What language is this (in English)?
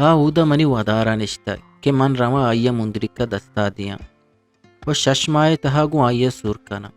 Eastern Balochi